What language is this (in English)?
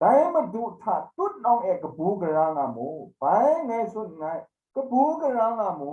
Kachin